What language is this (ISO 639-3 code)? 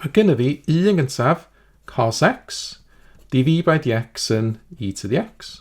cym